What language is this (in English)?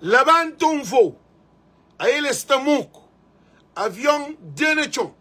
Kabuverdianu